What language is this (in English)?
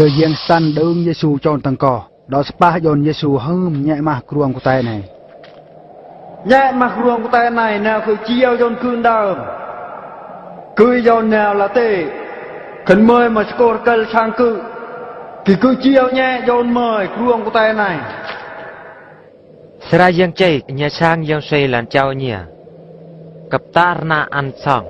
Eastern Bru